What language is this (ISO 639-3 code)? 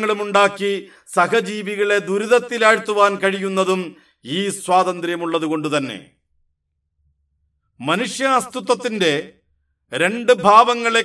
mal